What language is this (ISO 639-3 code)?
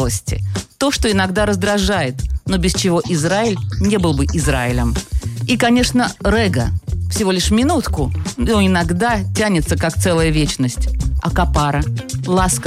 rus